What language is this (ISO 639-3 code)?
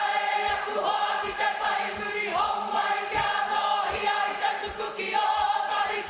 mri